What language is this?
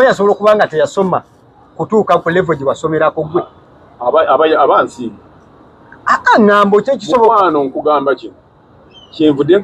Ganda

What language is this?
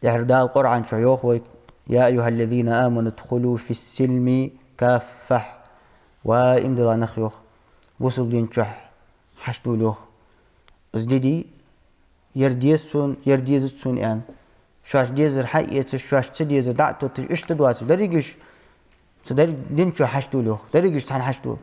Ingush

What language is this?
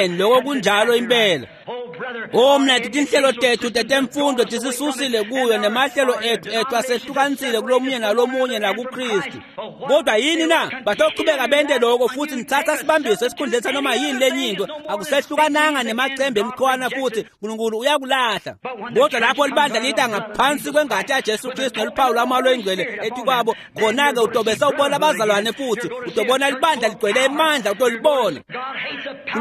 Swati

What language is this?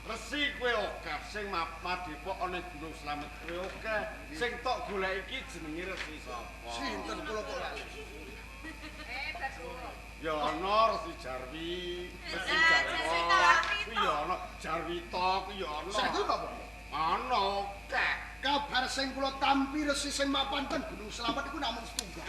Javanese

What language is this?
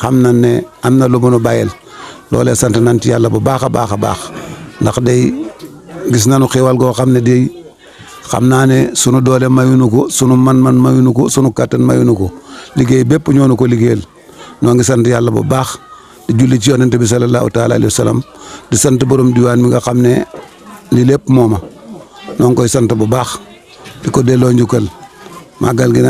Wolof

